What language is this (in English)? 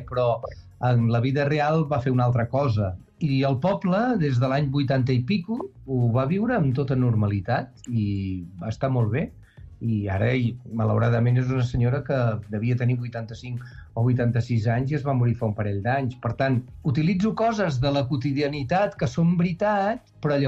Catalan